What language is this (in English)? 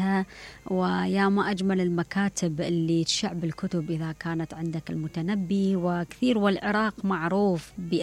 Mesopotamian Arabic